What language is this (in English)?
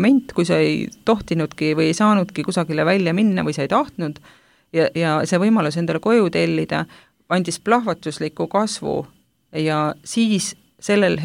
Estonian